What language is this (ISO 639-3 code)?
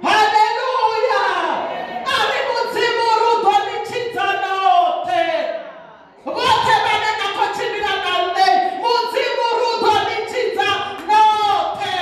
ven